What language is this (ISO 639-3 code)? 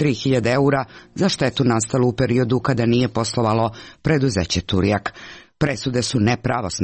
hrv